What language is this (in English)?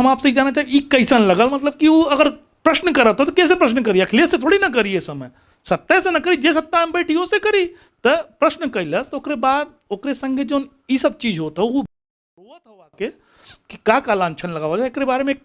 Bhojpuri